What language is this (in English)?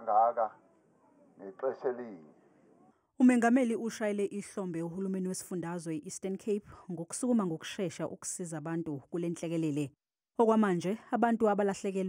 Zulu